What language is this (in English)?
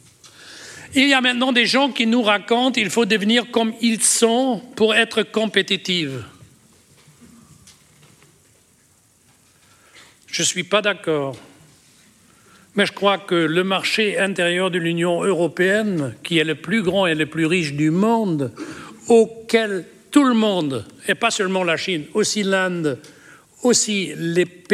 French